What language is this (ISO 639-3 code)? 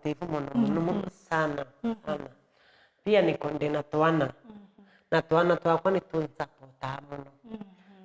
mer